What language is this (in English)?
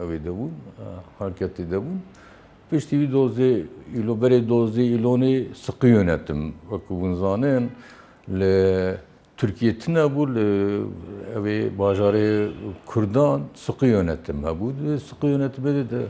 Kurdish